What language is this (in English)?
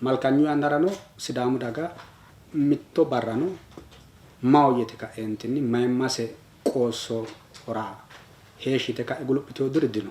Sidamo